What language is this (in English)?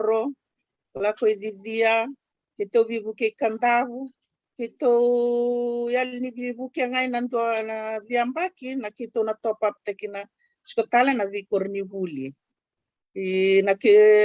Fijian